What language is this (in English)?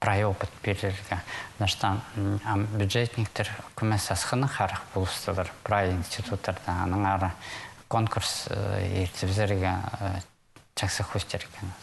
Khakas